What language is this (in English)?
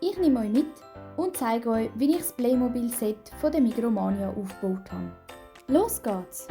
Swiss German